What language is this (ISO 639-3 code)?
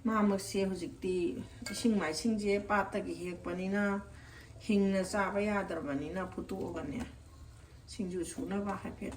mni